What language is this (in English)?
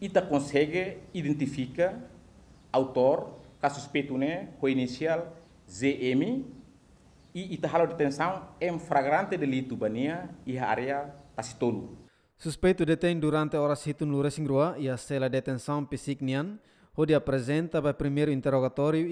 Tetum